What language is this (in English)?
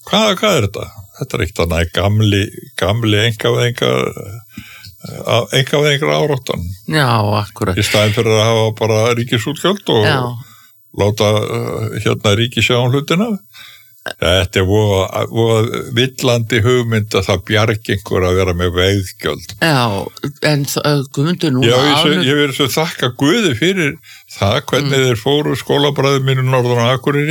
Icelandic